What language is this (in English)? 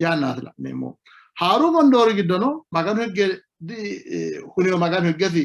Sidamo